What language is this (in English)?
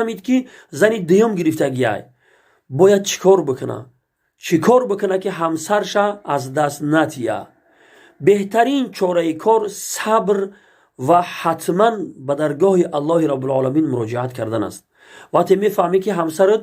Tajik